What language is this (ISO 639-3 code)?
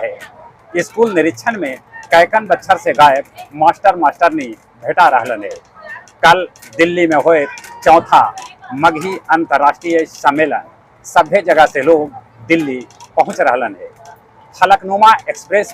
mag